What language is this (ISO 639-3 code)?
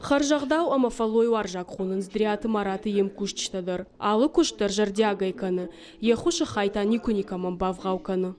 oss